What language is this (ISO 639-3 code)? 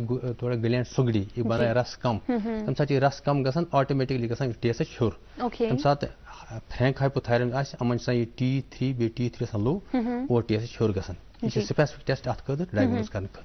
kas